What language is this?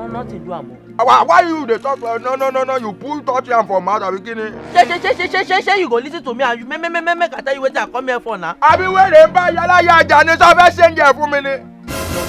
Nigerian Pidgin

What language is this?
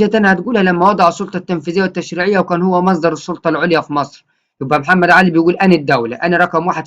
Egyptian Arabic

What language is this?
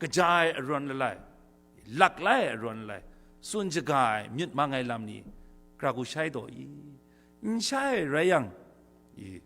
Kachin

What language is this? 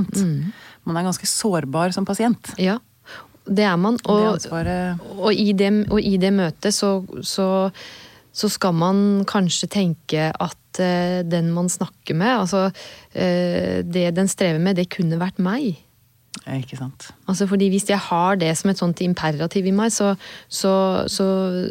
Norwegian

